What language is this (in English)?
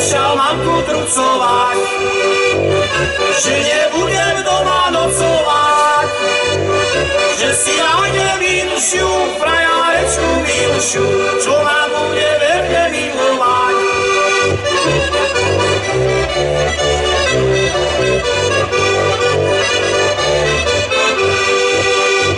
Slovak